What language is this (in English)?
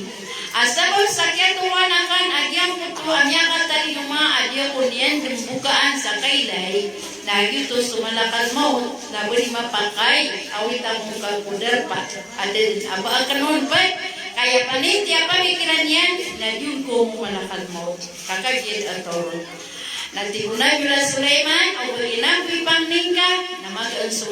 Maranao